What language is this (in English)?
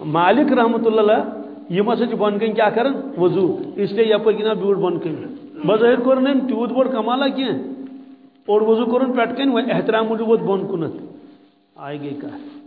Kashmiri